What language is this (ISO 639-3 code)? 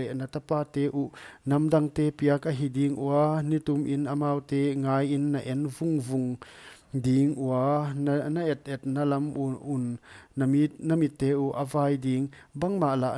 pck